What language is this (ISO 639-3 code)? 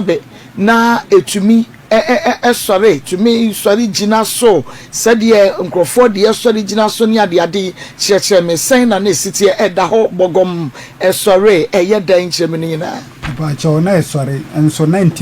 aka